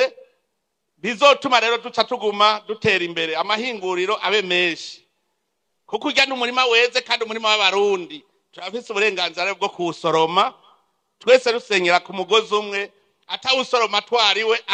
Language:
Rundi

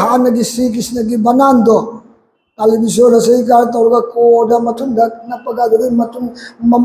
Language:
Manipuri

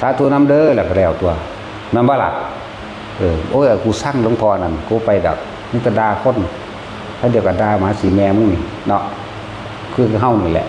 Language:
Northeastern Thai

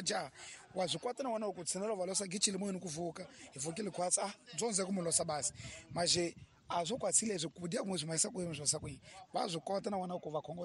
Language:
Tsonga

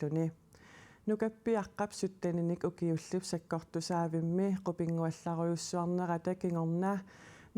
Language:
Kalaallisut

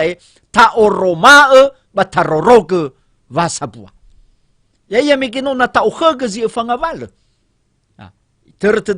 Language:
Nias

